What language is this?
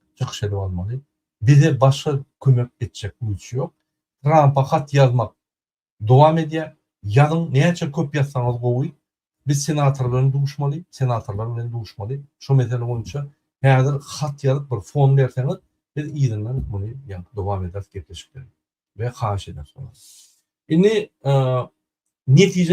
Turkmen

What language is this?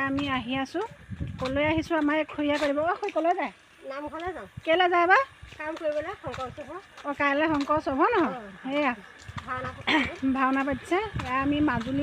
Assamese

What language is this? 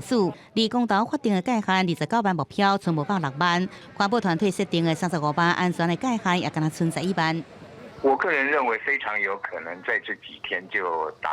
Min Nan Chinese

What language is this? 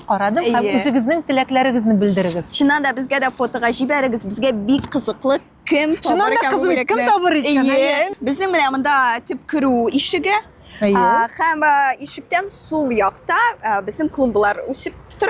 Tatar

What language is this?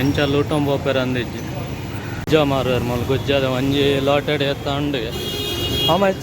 Tulu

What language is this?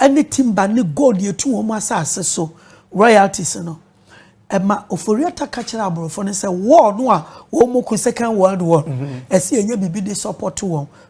Akan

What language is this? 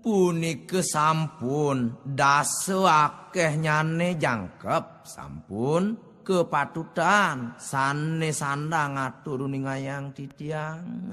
Balinese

